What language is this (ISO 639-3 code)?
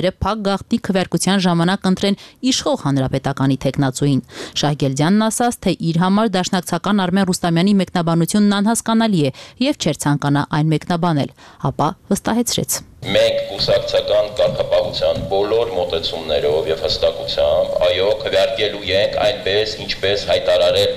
hye